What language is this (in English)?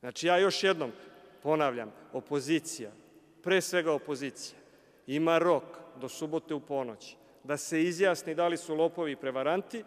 Serbian